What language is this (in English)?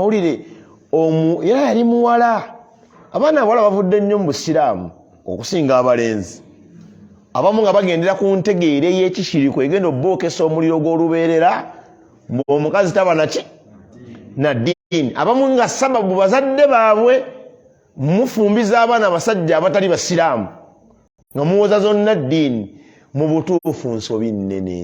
Ganda